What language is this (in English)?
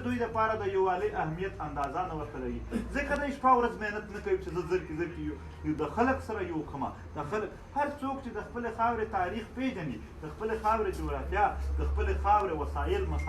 Pashto